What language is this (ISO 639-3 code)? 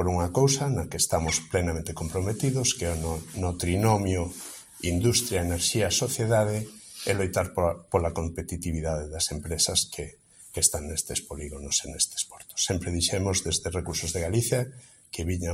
glg